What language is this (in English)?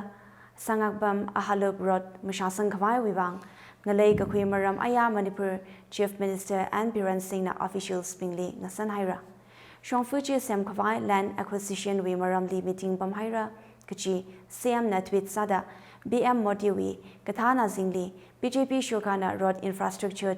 Tangkhul Naga (India)